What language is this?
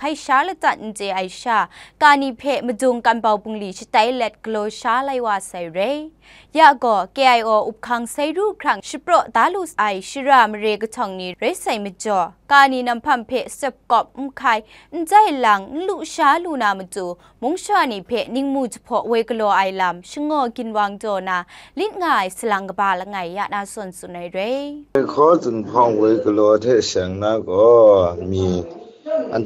Kachin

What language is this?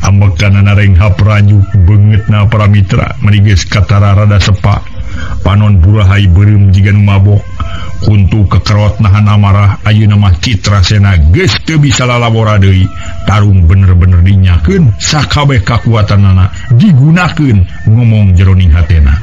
Sundanese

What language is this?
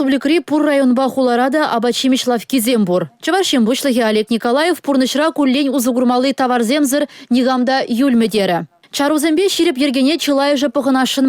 Chuvash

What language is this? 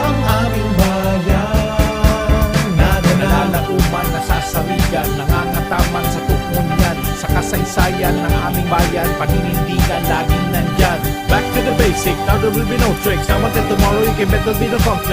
Bikol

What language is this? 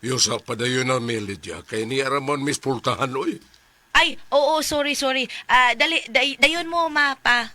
Cebuano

